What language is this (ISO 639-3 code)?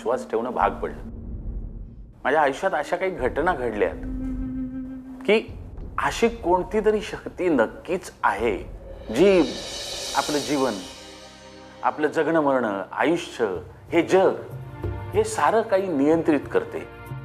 mar